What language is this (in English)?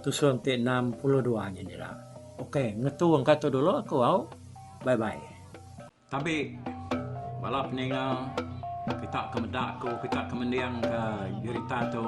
Iban